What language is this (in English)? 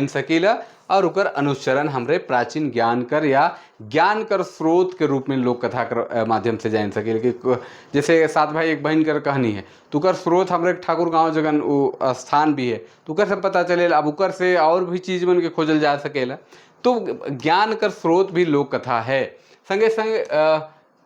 Sadri